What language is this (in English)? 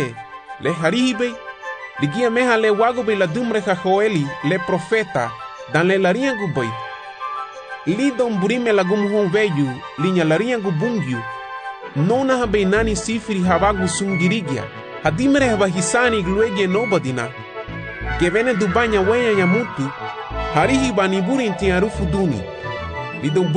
Garifuna